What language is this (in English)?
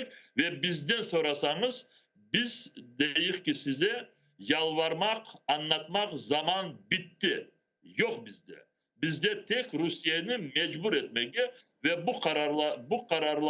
Crimean Tatar